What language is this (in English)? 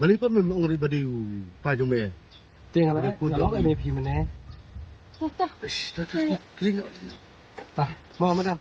Khasi